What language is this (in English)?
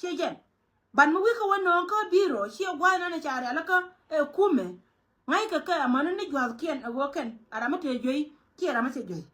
Nuer